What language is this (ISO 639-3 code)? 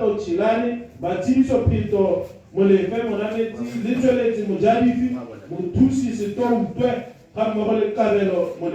tsn